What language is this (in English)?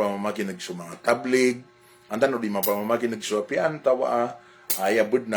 Maranao